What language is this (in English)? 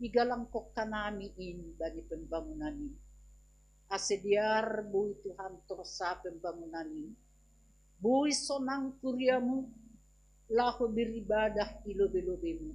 Batak Simalungun